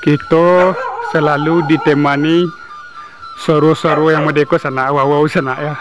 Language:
Minangkabau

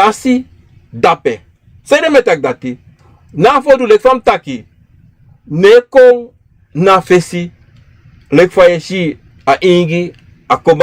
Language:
Sranan Tongo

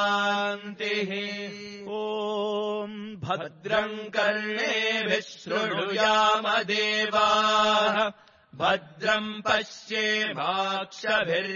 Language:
Sanskrit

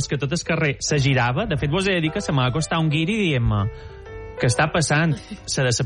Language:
Catalan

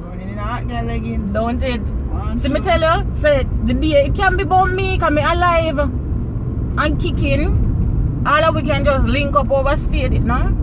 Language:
Jamaican Creole English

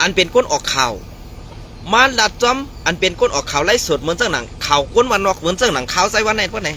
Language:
Shan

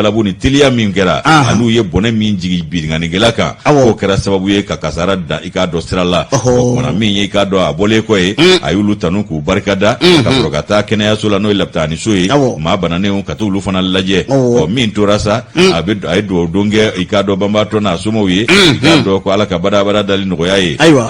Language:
Bambara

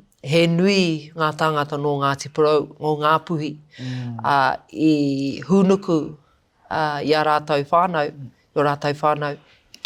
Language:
Māori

